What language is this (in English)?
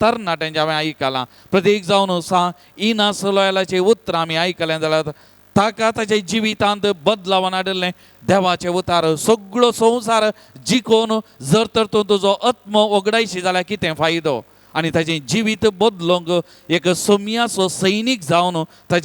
Konkani